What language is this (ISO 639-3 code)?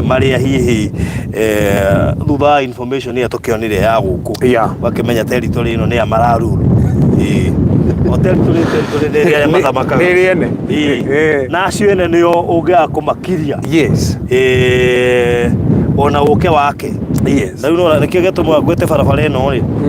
kik